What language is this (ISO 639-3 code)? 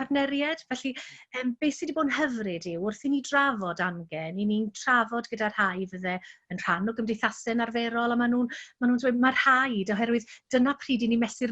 cym